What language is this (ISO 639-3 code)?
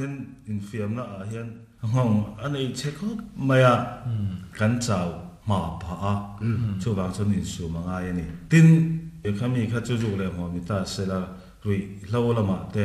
lus